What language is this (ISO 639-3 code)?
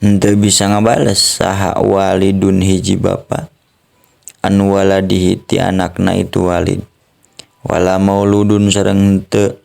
sun